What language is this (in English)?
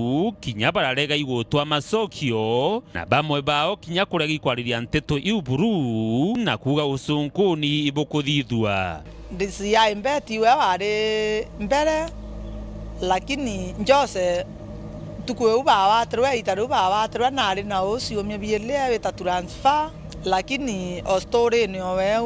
Meru